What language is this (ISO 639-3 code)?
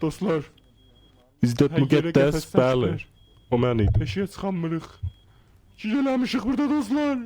azb